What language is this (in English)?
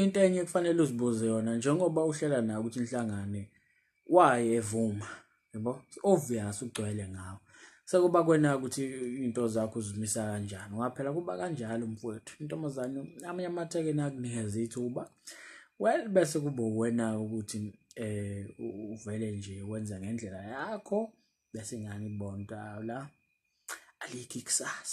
Zulu